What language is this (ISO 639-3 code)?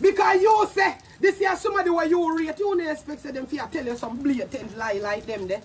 jam